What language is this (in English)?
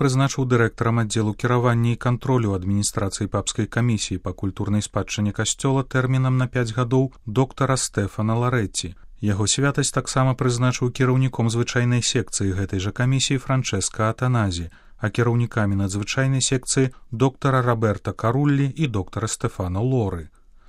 Belarusian